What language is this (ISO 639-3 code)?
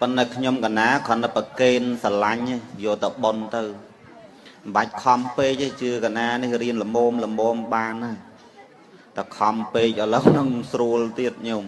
khm